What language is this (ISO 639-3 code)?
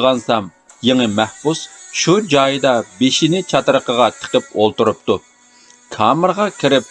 uig